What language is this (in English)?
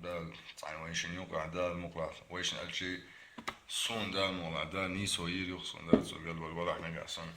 Chechen